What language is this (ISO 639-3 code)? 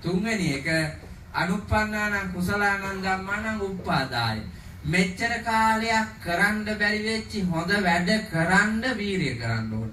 sin